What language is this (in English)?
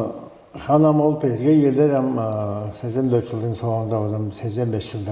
Tuvinian